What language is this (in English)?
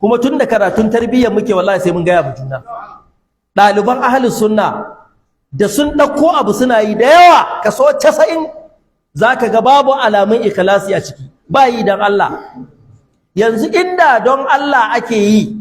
Hausa